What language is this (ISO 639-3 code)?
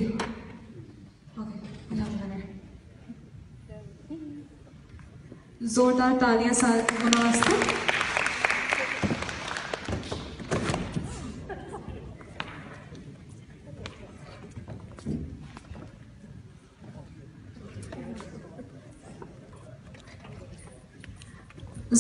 pan